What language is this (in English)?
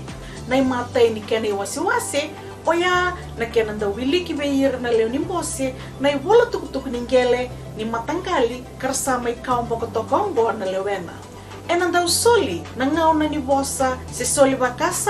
Fijian